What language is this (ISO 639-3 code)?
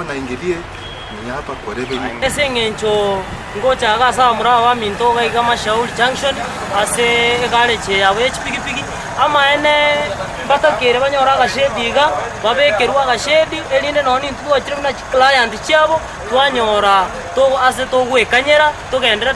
guz